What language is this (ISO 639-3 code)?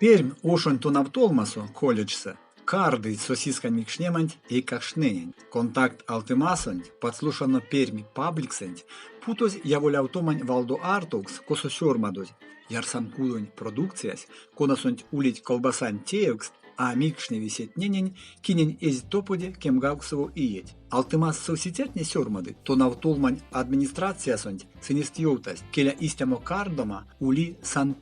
myv